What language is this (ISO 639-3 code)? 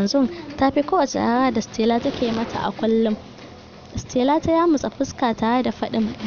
hau